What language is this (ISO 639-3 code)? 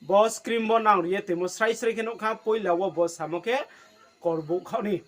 ria